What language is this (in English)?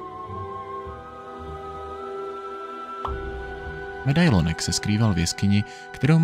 Czech